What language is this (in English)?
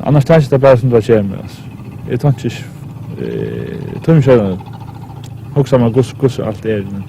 Faroese